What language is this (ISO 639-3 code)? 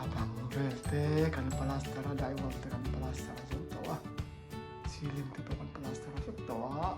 lus